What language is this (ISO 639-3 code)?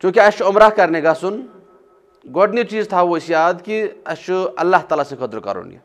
kas